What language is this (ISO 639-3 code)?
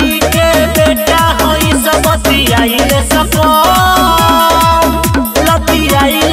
bho